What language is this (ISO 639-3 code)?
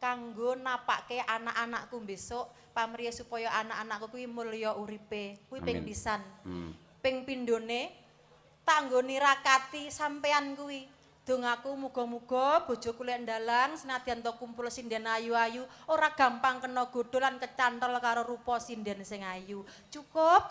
jav